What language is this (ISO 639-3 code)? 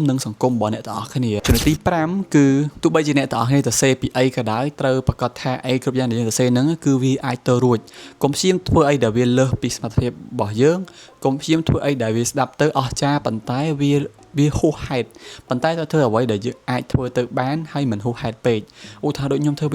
khm